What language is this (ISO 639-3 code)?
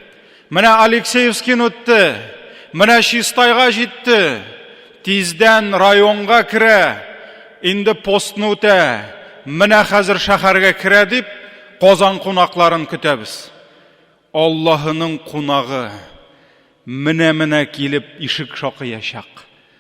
tat